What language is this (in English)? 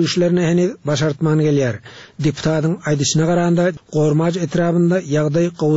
Turkmen